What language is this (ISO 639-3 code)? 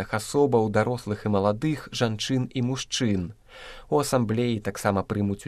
bel